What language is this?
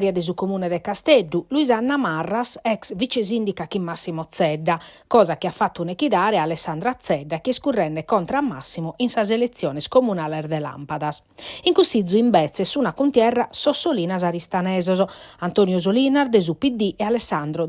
Sardinian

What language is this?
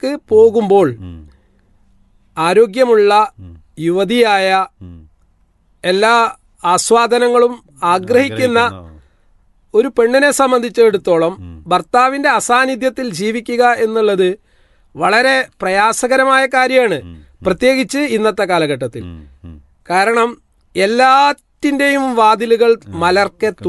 Malayalam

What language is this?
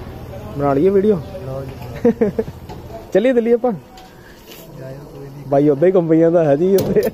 Punjabi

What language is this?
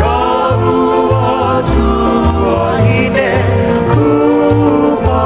Hawaiian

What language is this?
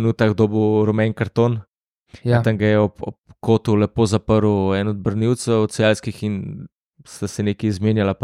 Slovenian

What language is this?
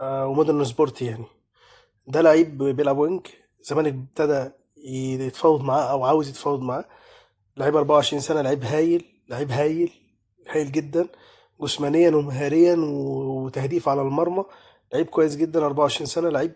Egyptian Arabic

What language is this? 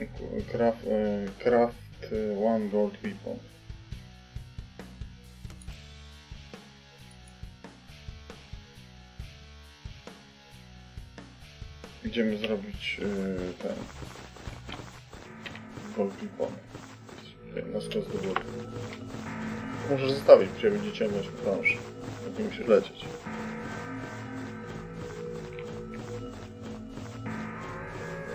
Polish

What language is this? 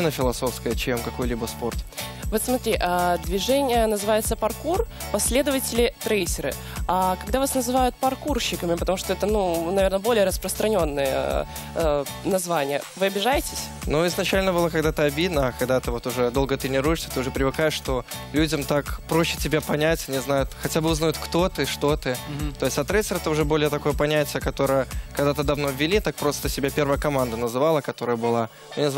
Russian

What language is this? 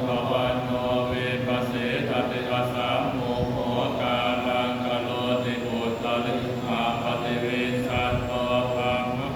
Pali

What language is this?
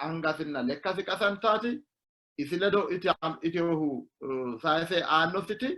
Sidamo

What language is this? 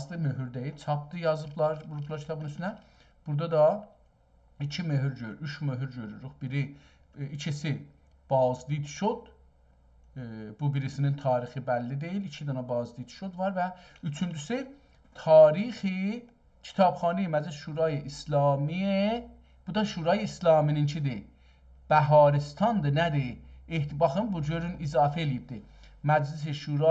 South Azerbaijani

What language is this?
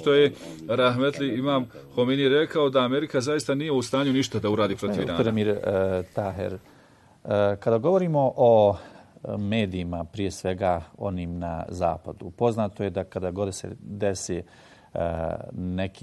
Bosnian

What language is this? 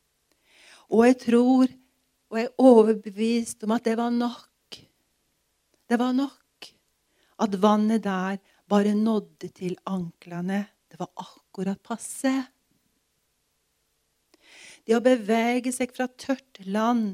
Norwegian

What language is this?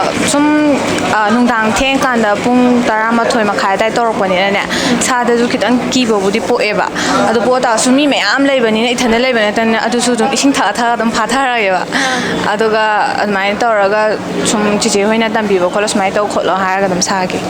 Manipuri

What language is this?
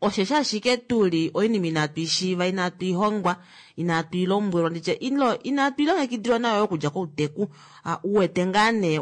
Kuanyama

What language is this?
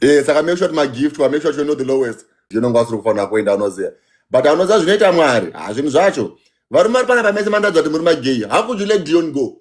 Shona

